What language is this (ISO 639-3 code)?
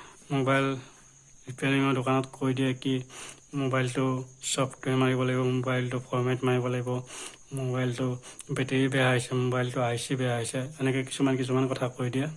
asm